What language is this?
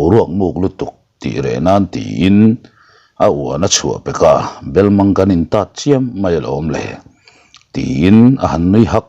Mizo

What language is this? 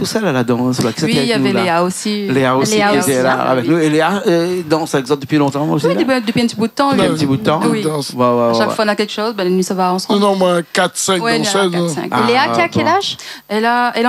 Réunion Creole French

